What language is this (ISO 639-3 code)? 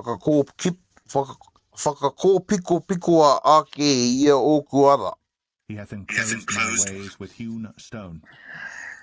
mri